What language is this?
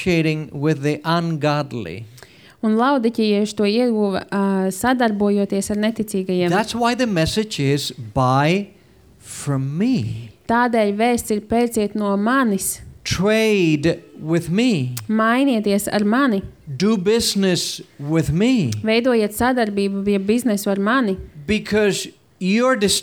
Latvian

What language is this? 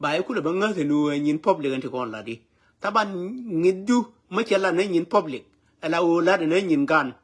Nuer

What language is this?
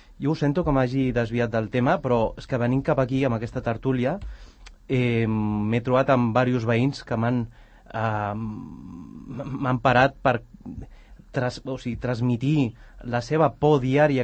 Catalan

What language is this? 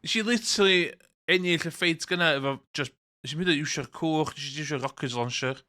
Welsh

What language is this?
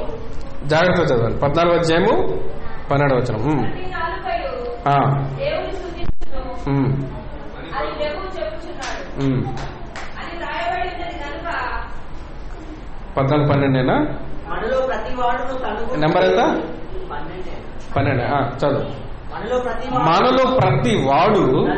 Telugu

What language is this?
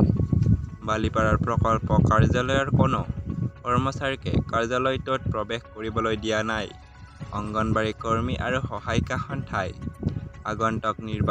Assamese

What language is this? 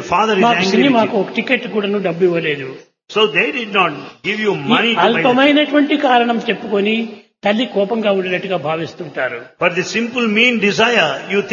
Telugu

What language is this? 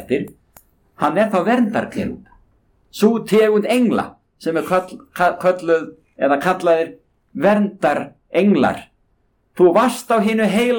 Icelandic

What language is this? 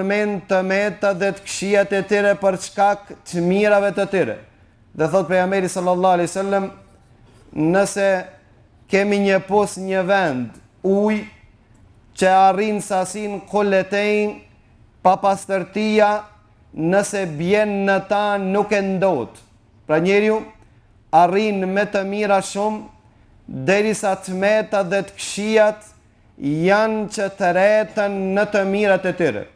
Albanian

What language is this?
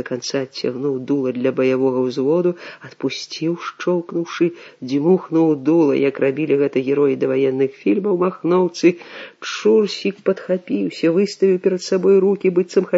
Belarusian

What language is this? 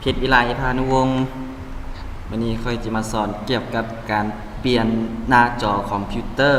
Lao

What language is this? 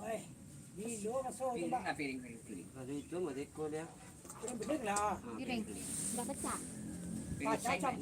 Minangkabau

